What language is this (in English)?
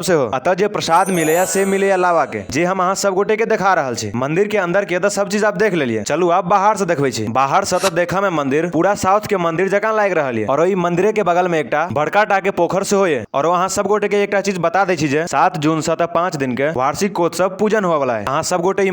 Maithili